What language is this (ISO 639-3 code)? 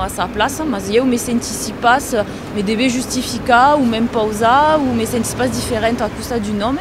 oci